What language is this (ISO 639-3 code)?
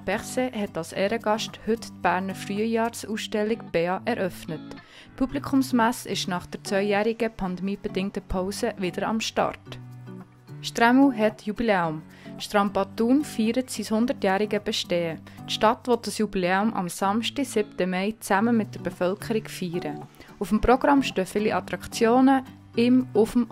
gsw